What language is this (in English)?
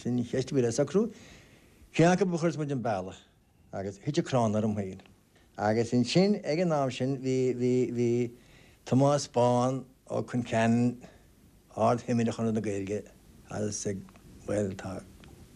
Irish